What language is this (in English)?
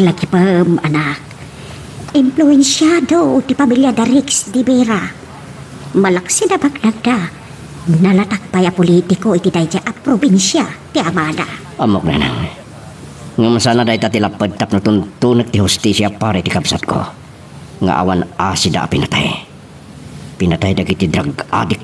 Iloko